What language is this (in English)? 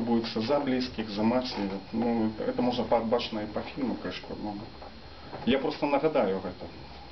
Belarusian